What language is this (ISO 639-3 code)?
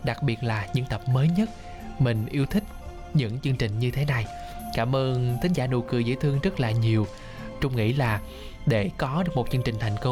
vie